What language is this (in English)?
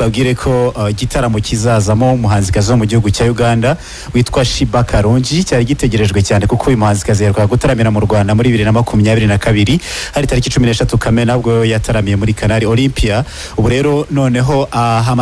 Kinyarwanda